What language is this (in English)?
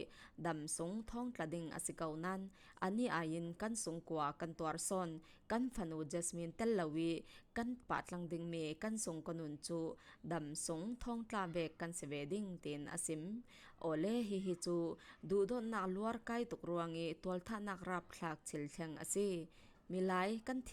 Falam Chin